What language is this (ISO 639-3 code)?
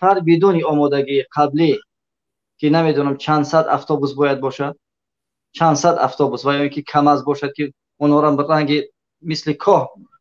tgk